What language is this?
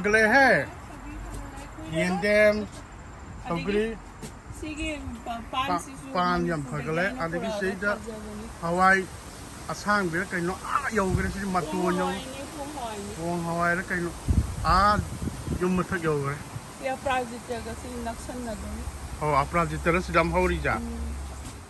Manipuri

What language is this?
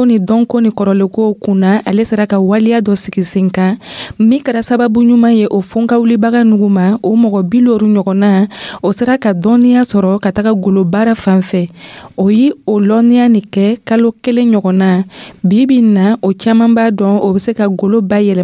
Dyula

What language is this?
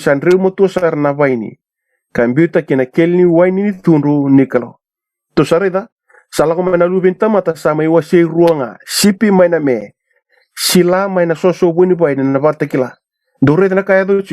Fijian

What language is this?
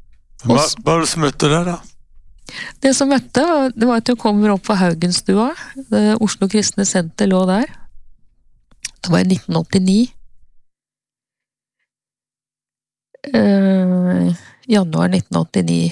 Norwegian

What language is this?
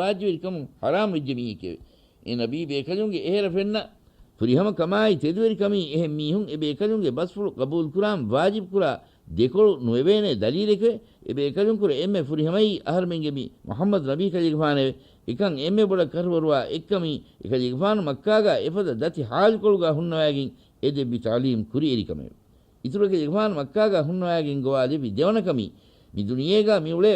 Divehi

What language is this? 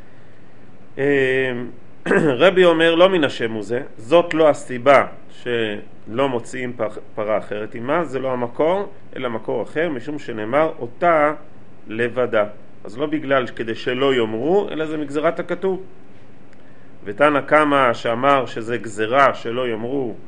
Hebrew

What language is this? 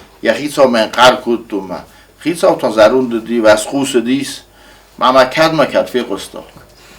Ossetic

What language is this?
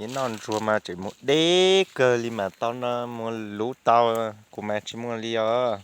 Hmong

